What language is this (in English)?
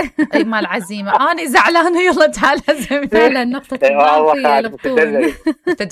Mesopotamian Arabic